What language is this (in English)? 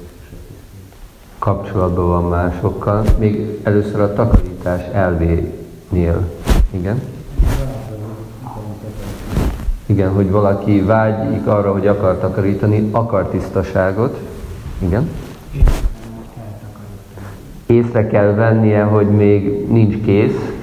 Hungarian